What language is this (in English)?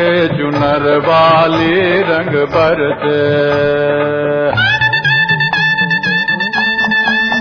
Hindi